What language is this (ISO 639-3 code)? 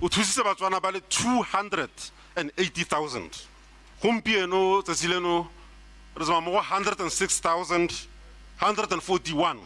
tsn